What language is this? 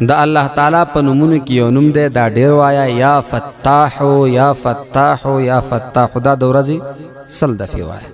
Pashto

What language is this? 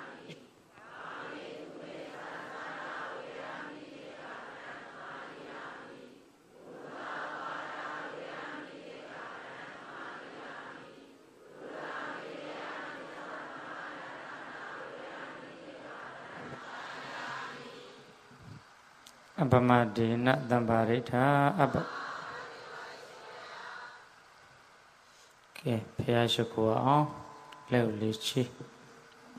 Burmese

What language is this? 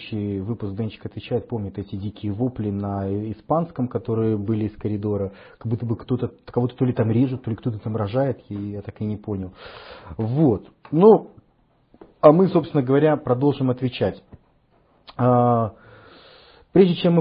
Russian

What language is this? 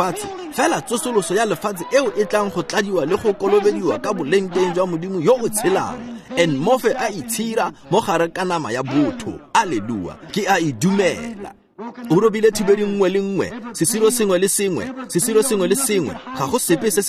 Tswana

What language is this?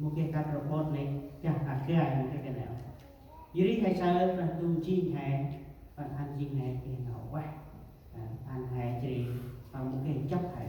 Central Mnong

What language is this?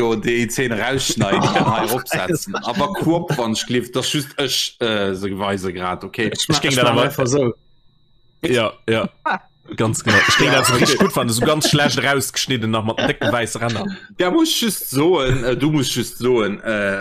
Luxembourgish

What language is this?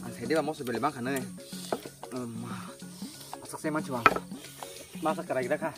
Kok Borok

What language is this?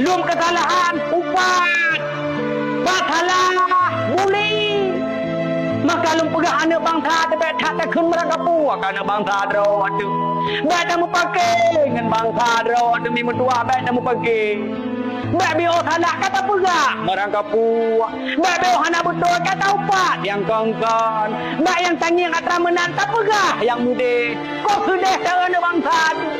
Achinese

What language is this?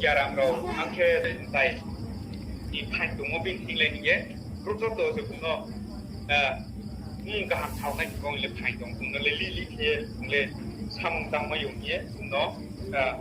Riang (India)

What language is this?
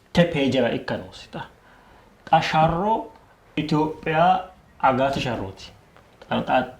Sidamo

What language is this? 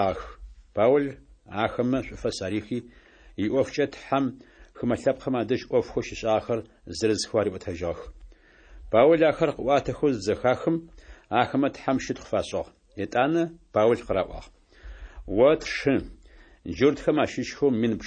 Adyghe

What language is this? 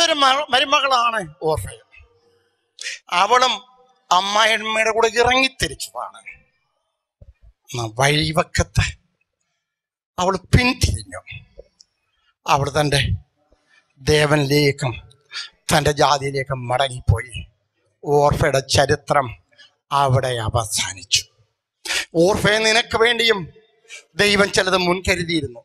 Malayalam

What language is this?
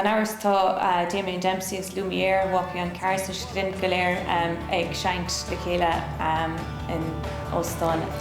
Irish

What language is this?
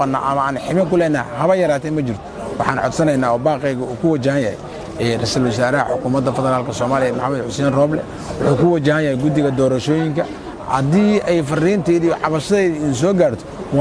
Somali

